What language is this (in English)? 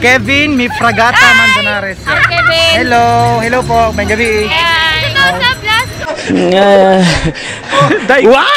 Cebuano